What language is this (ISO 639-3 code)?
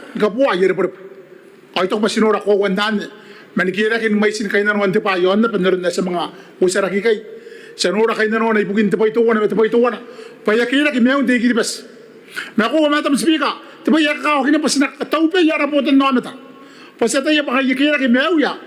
gil